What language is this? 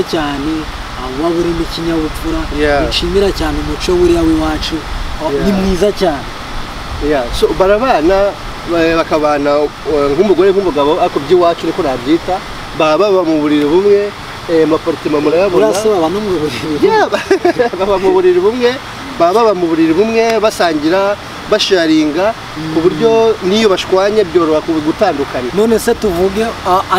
Kinyarwanda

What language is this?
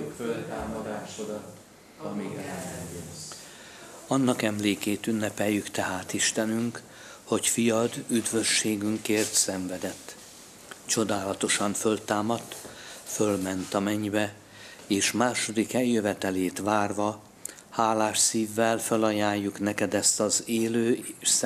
Hungarian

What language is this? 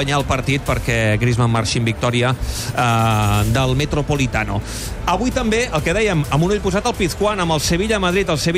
Catalan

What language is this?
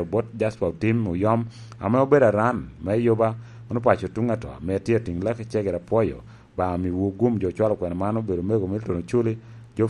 Lango (Uganda)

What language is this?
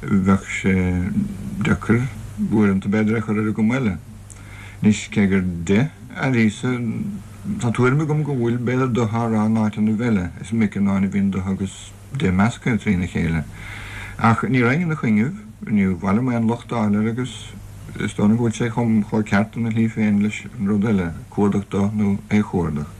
Irish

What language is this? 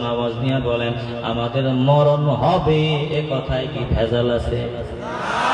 Bangla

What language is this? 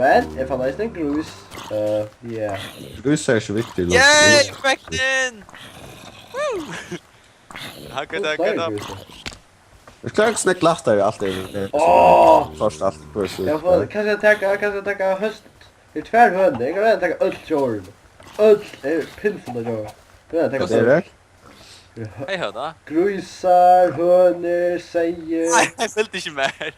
Faroese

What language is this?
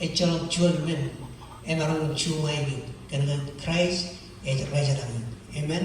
Marshallese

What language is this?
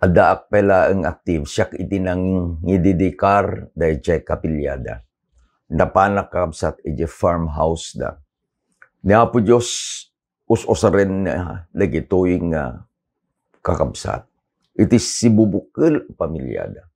Iloko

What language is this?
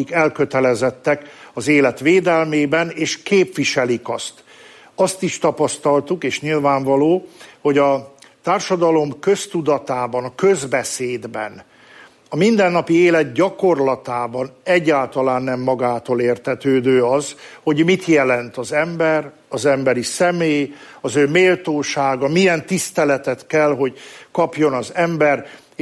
Hungarian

